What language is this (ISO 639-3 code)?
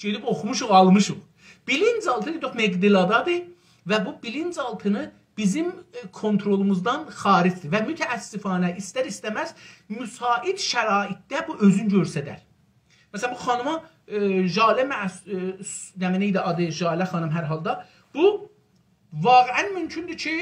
azb